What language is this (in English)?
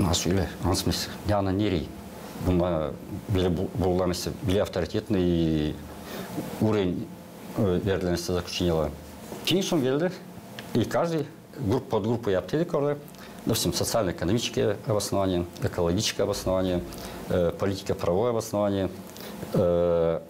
Gagauz